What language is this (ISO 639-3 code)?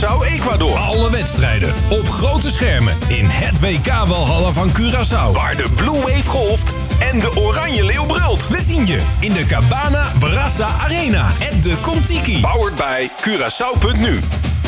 nld